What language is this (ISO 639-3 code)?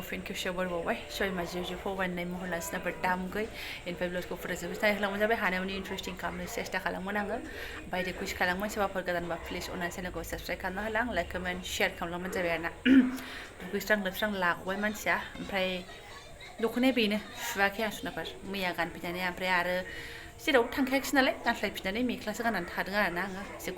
brx